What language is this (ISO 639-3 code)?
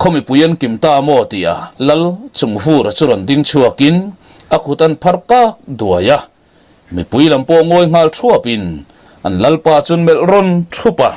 lus